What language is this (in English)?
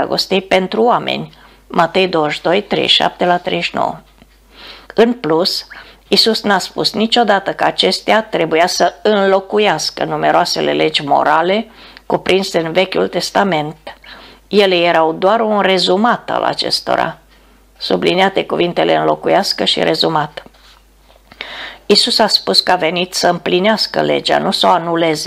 Romanian